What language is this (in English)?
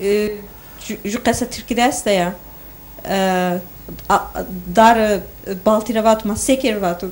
Zaza